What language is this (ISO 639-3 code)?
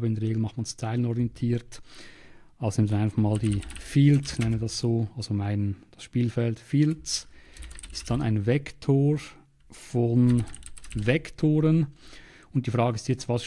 deu